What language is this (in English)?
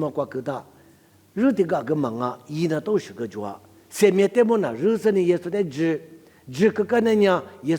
Lisu